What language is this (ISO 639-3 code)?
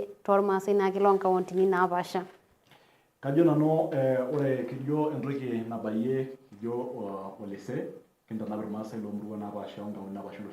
mas